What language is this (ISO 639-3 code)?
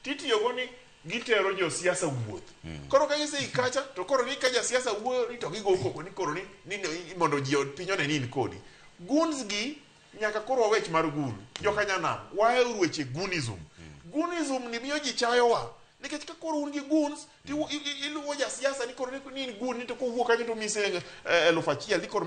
luo